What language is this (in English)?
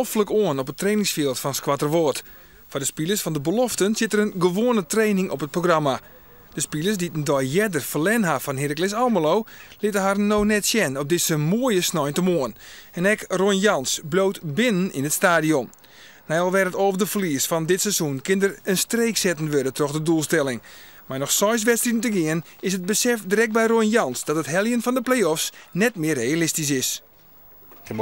Western Frisian